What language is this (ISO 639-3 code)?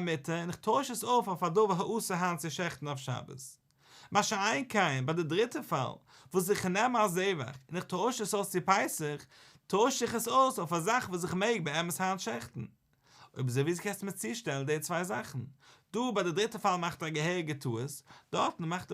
yid